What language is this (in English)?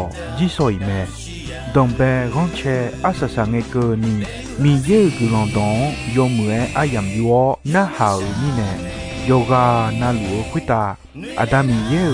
Akha